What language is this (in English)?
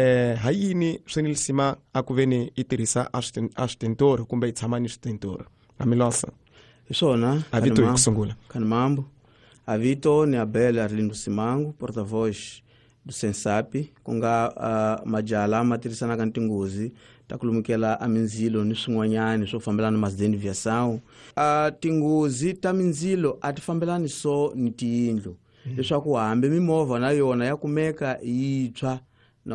Tsonga